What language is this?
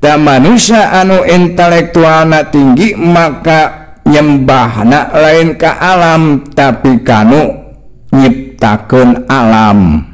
Sundanese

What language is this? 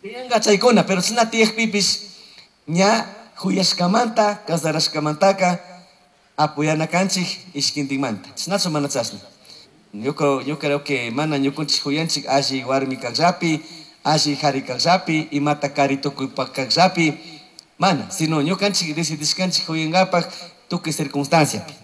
Chimborazo Highland Quichua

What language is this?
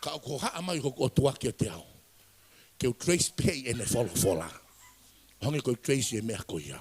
Tongan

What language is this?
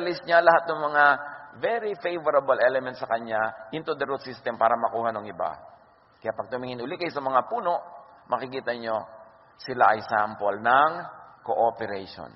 Filipino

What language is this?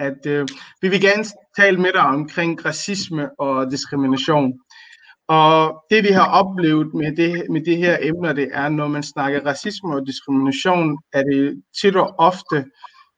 Danish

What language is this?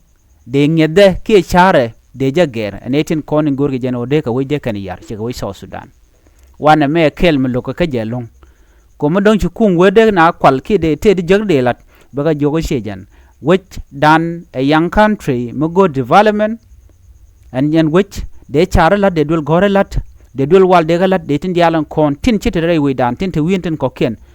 Nuer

